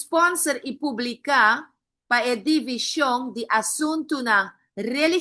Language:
Papiamento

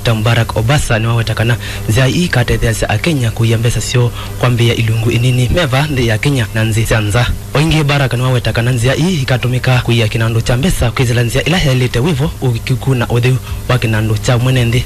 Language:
Kamba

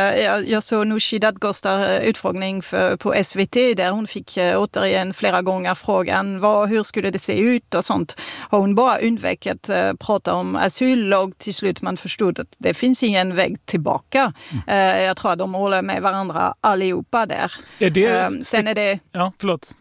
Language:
Swedish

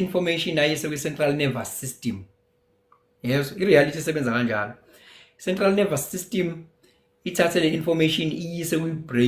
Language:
Zulu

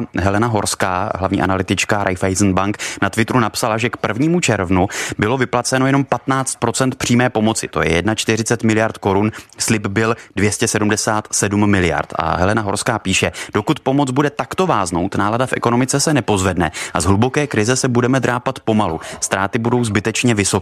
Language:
Czech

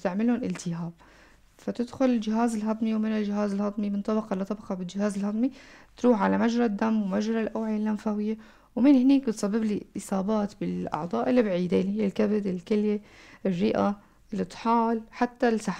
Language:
North Levantine Arabic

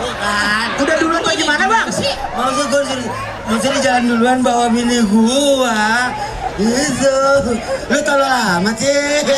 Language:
Betawi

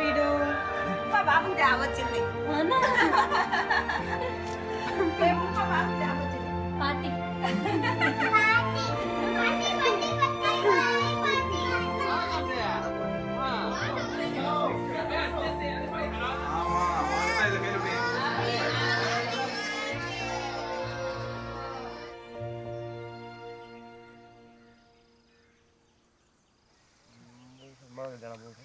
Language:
English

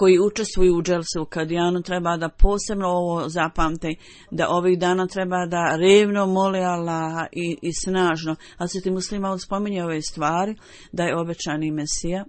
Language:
Bosnian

